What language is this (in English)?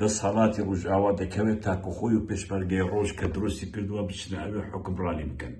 Central Kurdish